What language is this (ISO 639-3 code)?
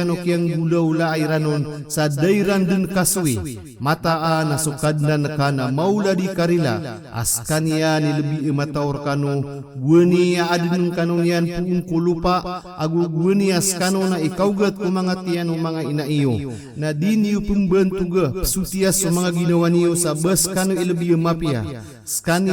mrw